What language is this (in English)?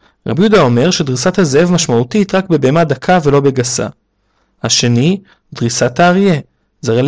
Hebrew